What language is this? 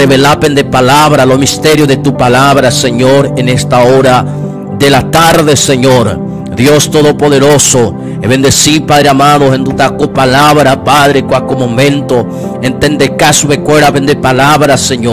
Guarani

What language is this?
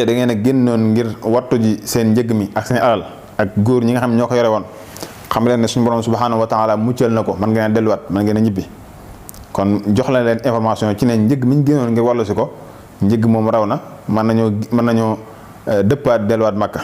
Wolof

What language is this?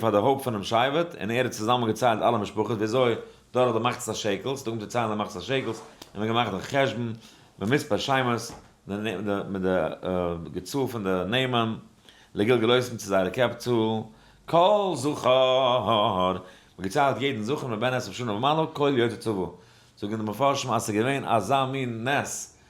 Yiddish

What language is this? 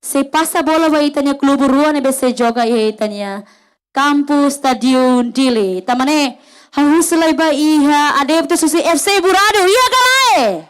Tetum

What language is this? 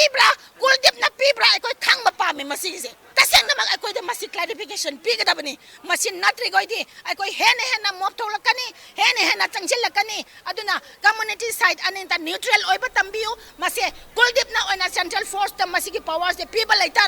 Manipuri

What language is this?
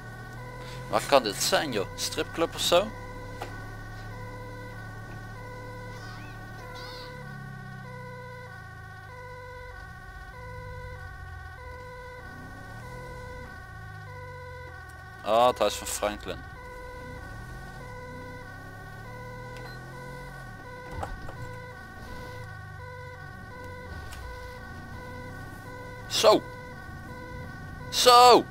Dutch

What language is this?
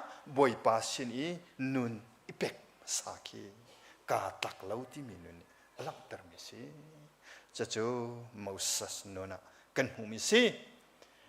Hakha Chin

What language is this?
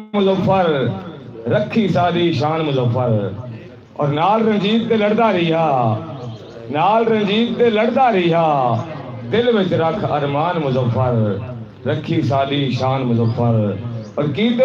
Saraiki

